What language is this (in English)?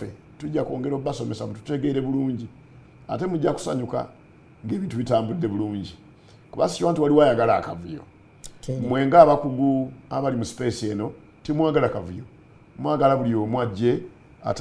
Ganda